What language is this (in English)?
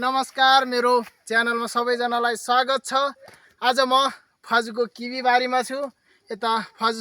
Nepali